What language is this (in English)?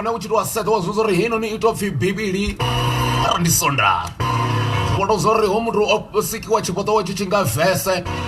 Venda